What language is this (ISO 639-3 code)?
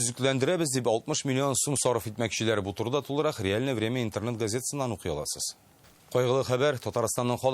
tat